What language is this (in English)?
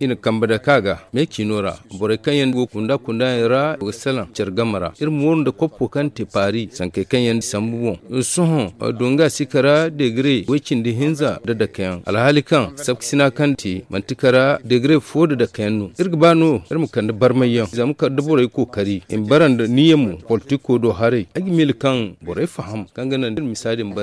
Zarma